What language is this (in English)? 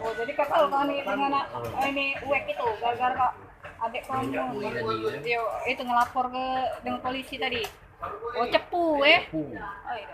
Musi